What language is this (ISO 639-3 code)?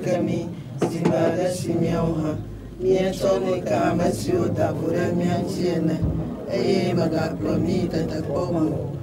ewe